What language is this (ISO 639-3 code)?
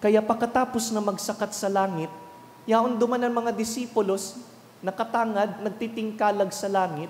bik